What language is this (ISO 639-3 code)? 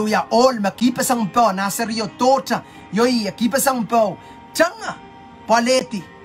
pon